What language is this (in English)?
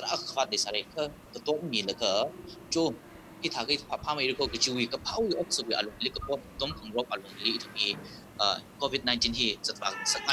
Tangkhul Naga (India)